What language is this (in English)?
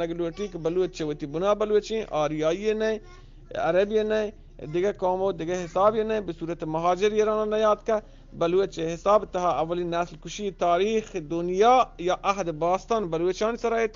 Eastern Balochi